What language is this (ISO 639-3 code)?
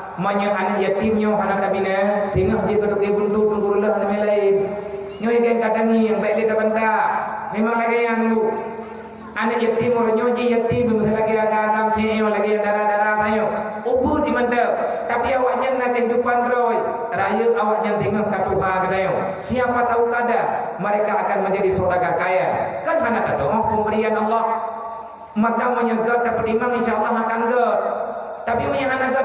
ace